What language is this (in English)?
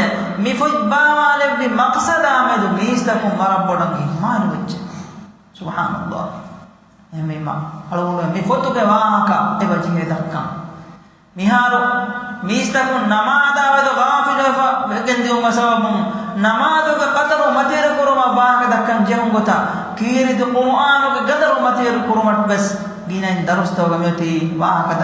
Divehi